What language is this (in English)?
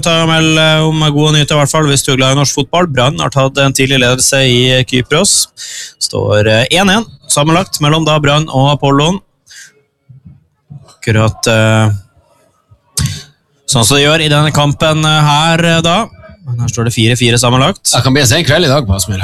Norwegian